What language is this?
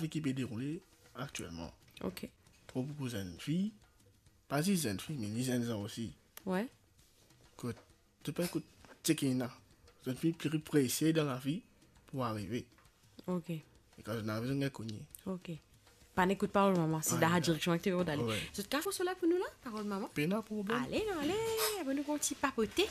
Morisyen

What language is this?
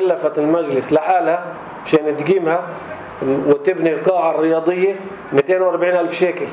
North Levantine Arabic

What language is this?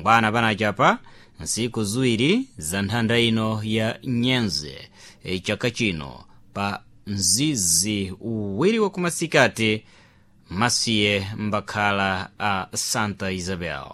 Sena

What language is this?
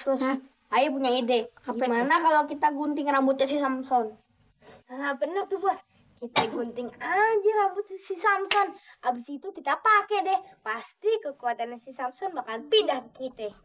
Betawi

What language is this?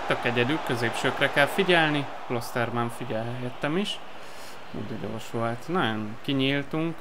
Hungarian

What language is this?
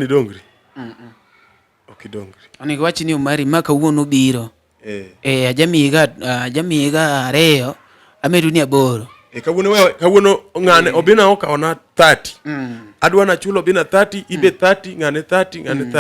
Luo (Kenya and Tanzania)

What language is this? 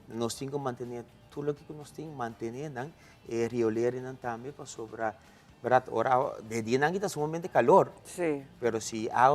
Papiamento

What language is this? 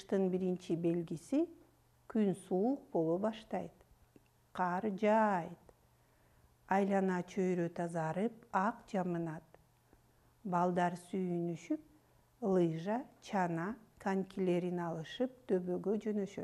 Kyrgyz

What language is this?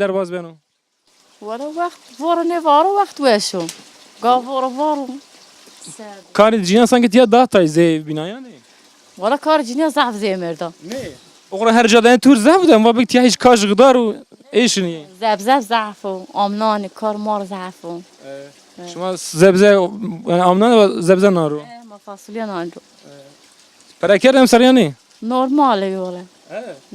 Zaza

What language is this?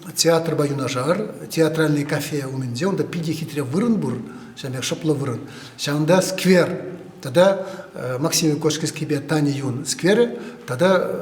Chuvash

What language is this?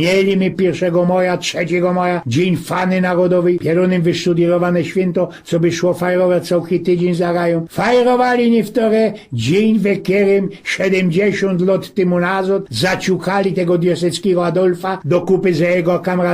Silesian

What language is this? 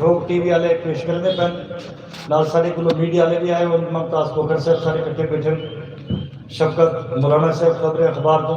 Saraiki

